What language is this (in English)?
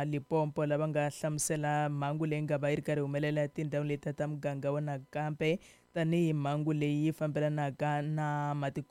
Tsonga